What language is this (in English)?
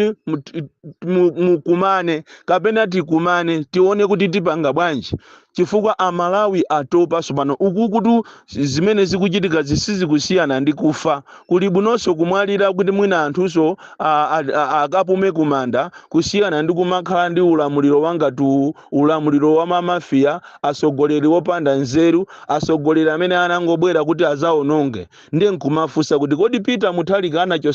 Nyanja